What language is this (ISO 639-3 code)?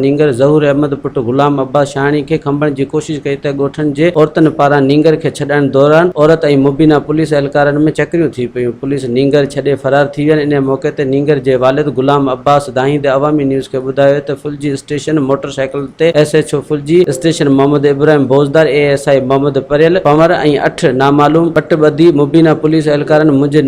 snd